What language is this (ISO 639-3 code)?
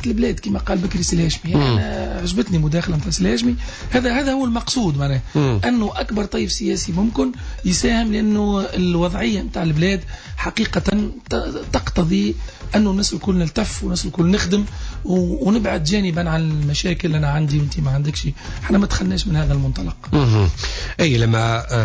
aeb